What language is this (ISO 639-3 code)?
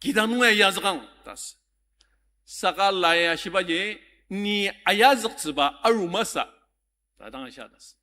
njo